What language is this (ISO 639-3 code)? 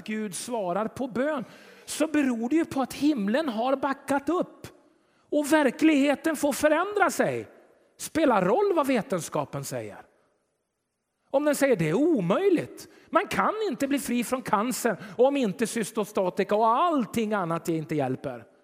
swe